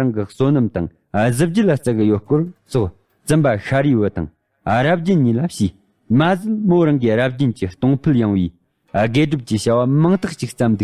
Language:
Tibetan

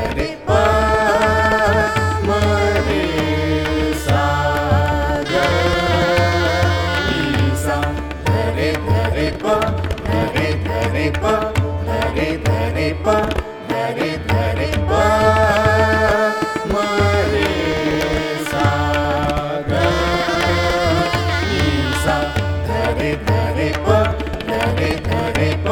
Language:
Kannada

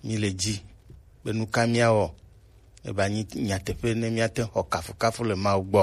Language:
Gen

